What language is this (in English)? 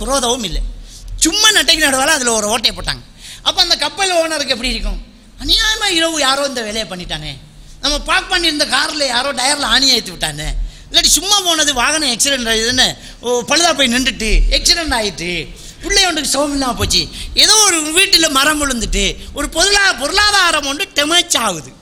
Tamil